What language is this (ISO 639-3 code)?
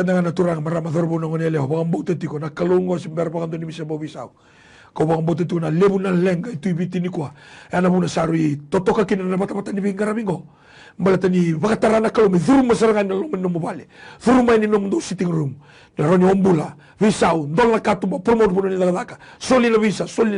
fij